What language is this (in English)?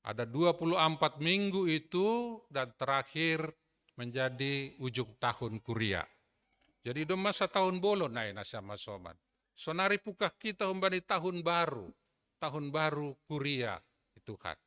Batak Simalungun